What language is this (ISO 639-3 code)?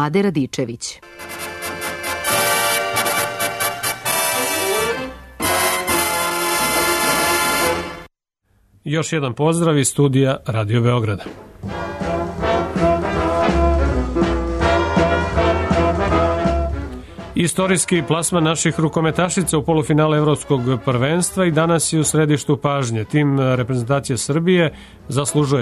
srp